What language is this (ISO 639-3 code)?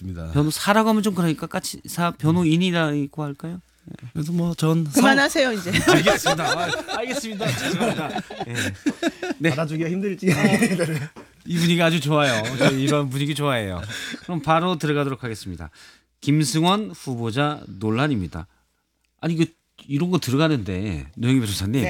kor